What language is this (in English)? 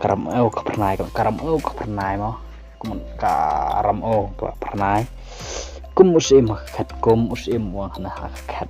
Khasi